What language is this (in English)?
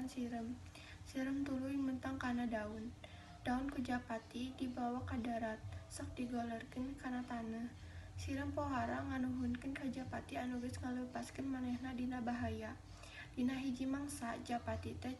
Sundanese